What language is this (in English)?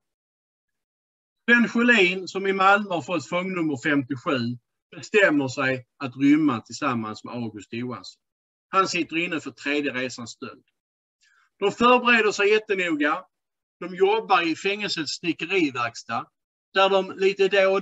Swedish